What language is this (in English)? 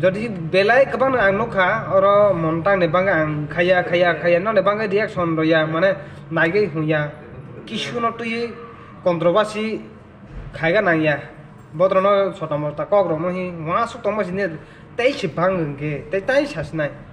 Kok Borok